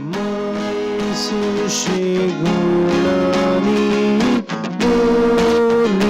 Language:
Konkani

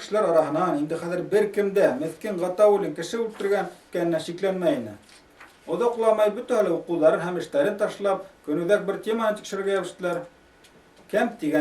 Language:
Bashkir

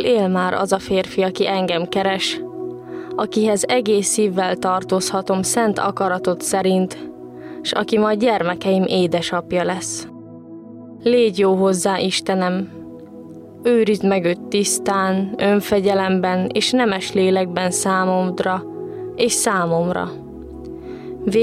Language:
Hungarian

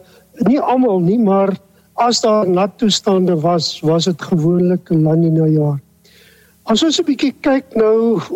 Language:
Afrikaans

